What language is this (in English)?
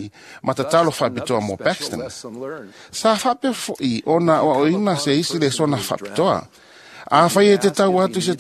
Samoan